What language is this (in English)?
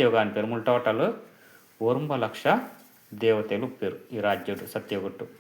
Tulu